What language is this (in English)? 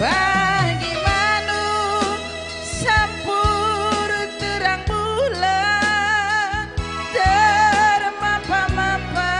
Batak Karo